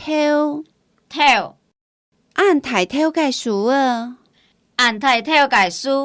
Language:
Hakka Chinese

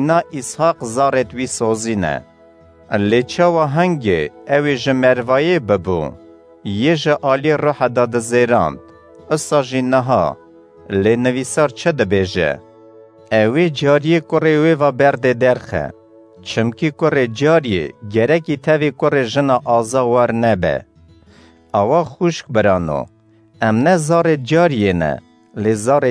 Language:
Kurdish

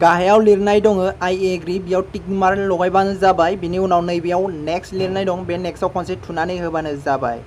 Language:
Bodo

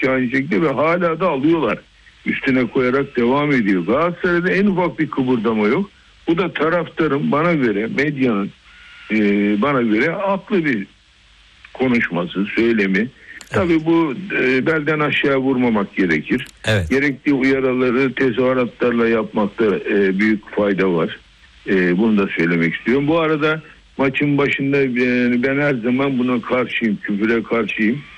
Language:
Turkish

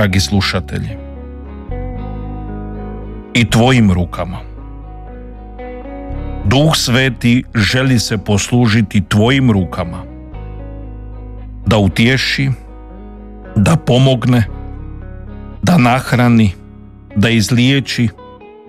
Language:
Croatian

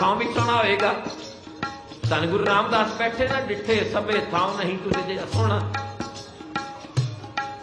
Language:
Punjabi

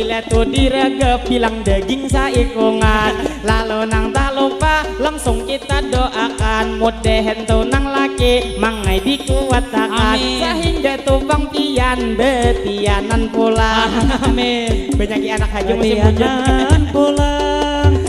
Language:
Banjar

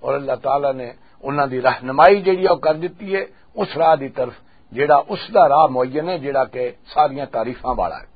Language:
Western Panjabi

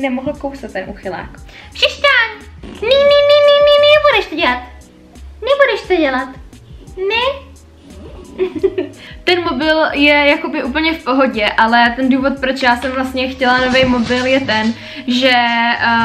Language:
Czech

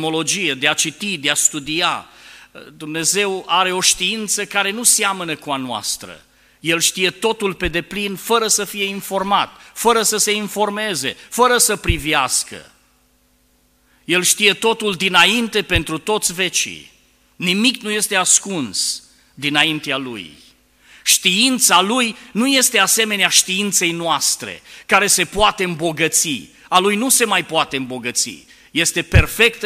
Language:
Romanian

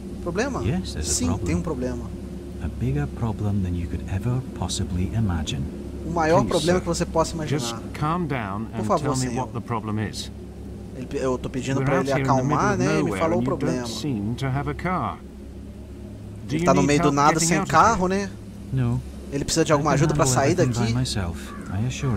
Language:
Portuguese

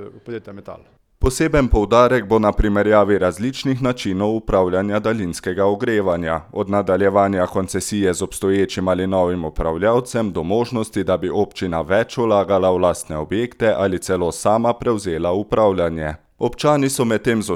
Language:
Slovenian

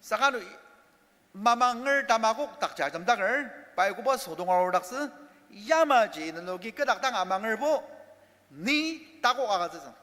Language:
Ao Naga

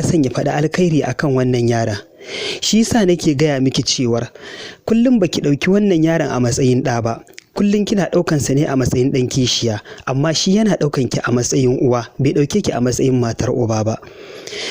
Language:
Hausa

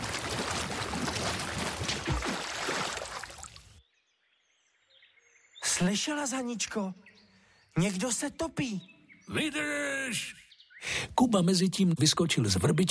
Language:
Czech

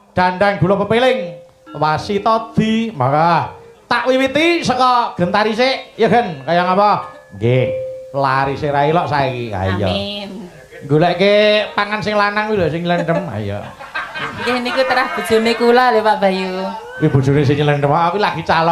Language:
Javanese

